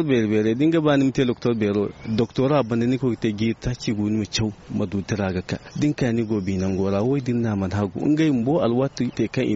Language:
Zarma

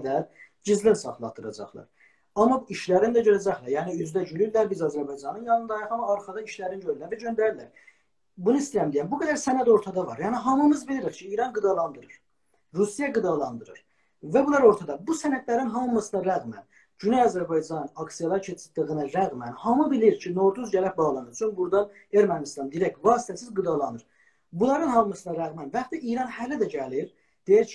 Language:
South Azerbaijani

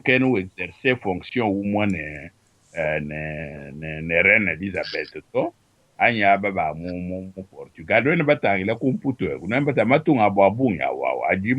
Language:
Luba-Lulua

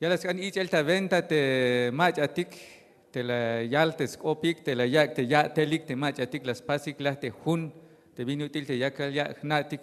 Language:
Tzeltal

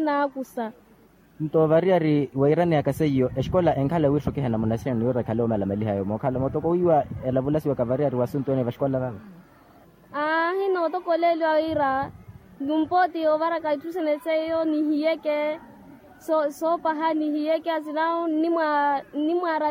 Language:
Makhuwa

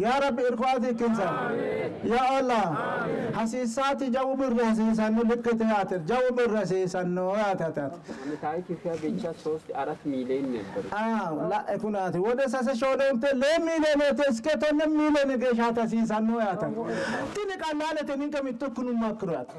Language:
Sidamo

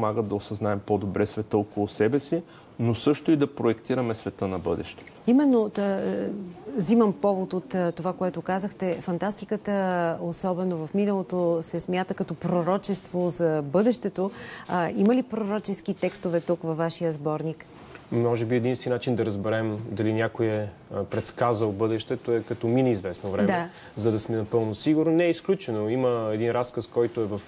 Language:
Bulgarian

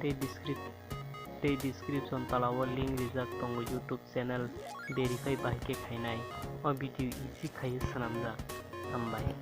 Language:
Kok Borok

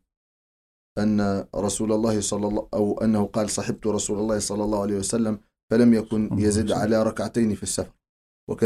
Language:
Arabic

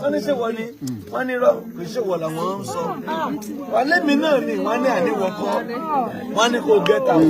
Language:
Yoruba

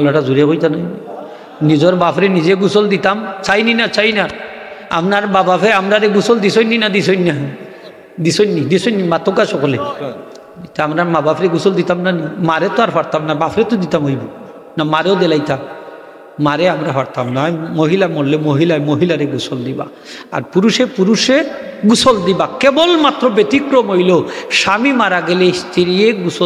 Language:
Sylheti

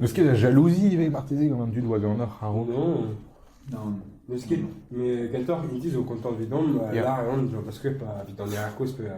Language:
Breton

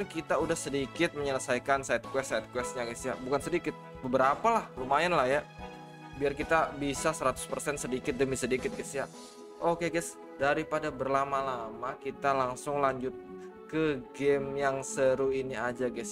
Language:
Indonesian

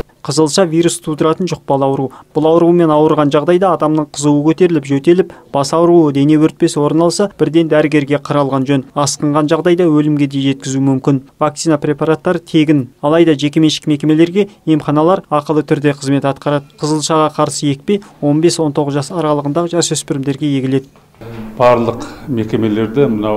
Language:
Kazakh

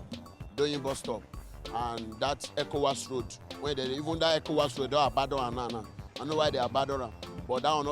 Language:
Nigerian Pidgin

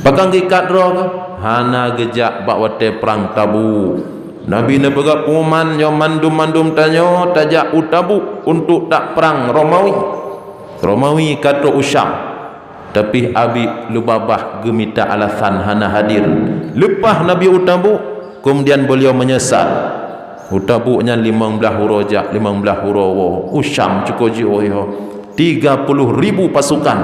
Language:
Achinese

